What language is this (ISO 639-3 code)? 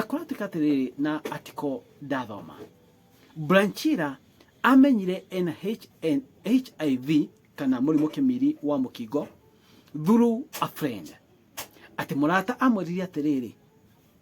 kik